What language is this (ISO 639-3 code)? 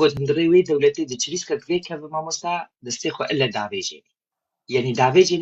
kur